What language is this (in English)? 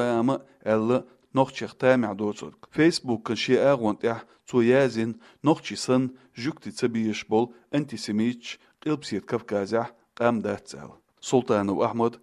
Chechen